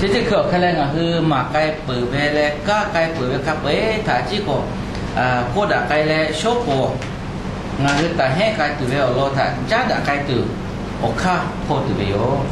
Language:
Lahu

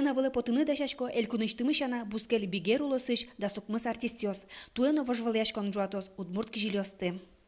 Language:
Udmurt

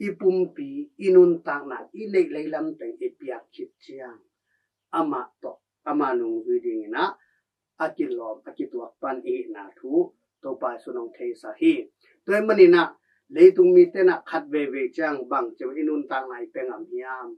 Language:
Tedim Chin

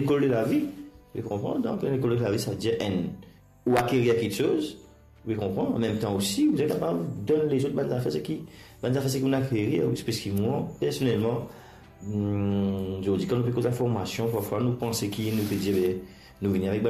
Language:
Morisyen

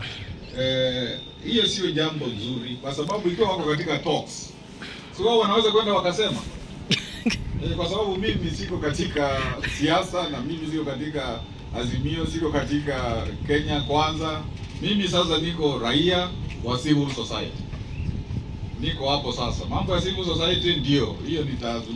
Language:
Swahili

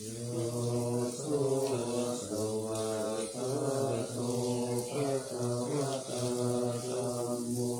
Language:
Pali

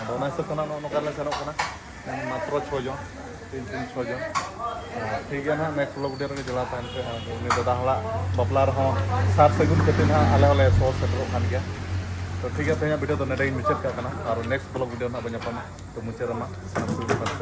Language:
Santali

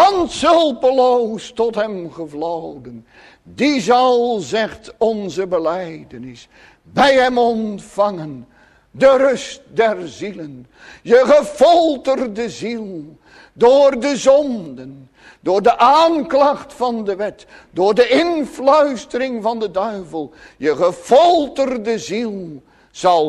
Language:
Dutch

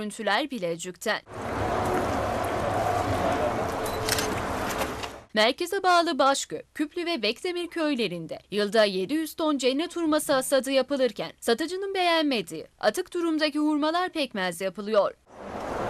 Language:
Turkish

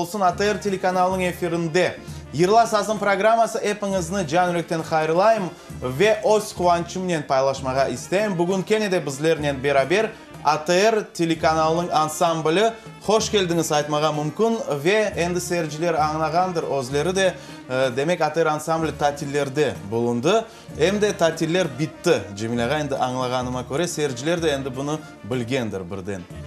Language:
Crimean Tatar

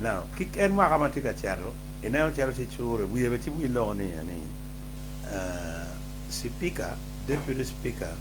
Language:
Acoli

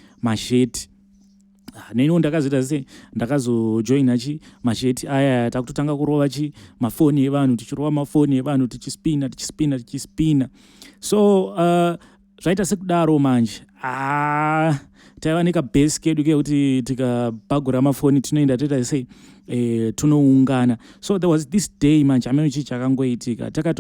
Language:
Shona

